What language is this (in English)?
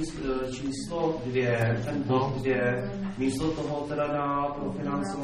Czech